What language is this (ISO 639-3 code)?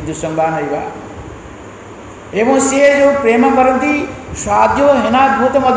ori